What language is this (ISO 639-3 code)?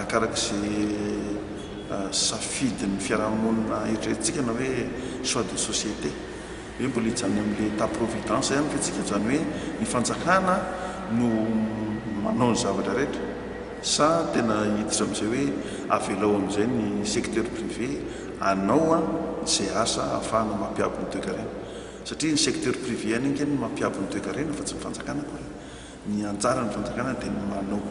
mlg